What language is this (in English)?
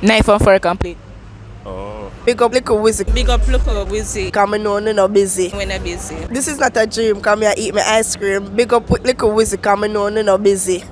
Jamaican Creole English